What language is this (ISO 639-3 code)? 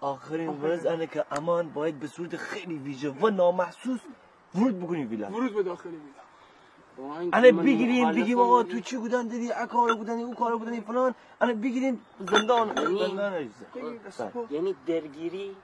glk